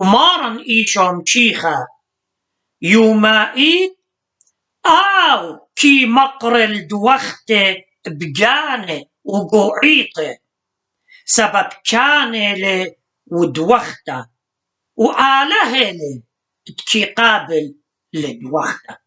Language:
Assyrian Neo-Aramaic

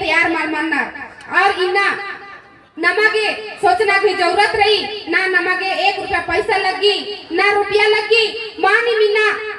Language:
Kurukh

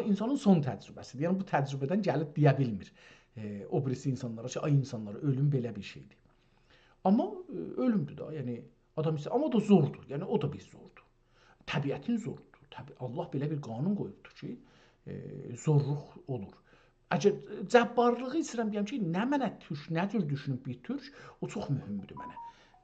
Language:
South Azerbaijani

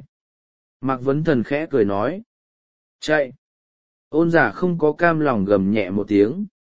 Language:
Vietnamese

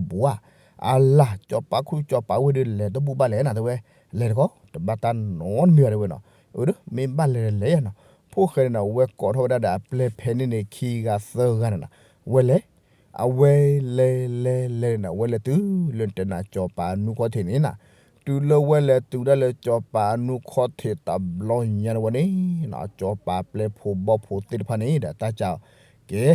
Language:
S'gaw Karen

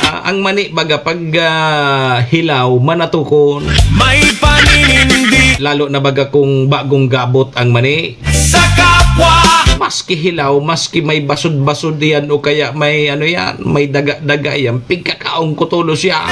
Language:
Bikol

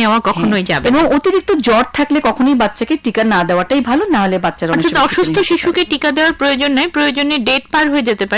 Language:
Bangla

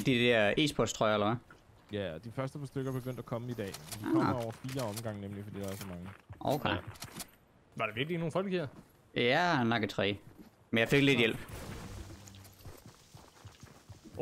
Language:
Danish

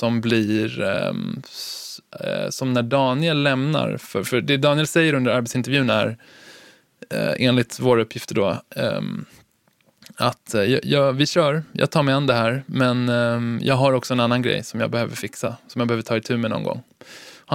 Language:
Swedish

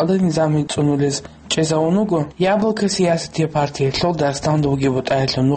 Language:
Avaric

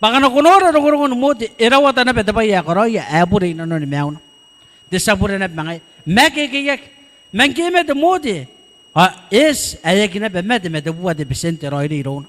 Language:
Gilbertese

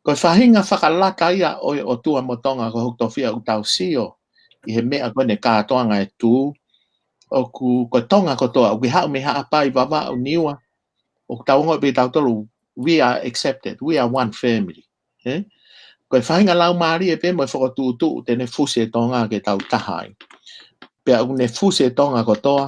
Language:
Tongan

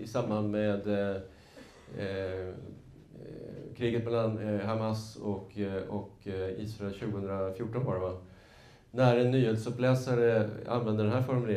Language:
Swedish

